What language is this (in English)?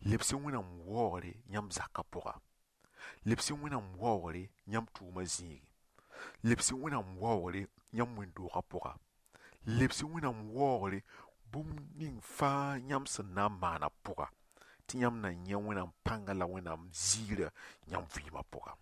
Mossi